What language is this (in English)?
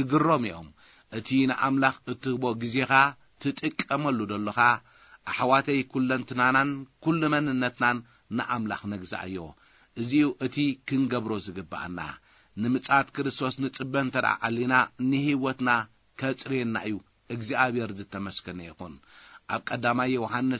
Tigrinya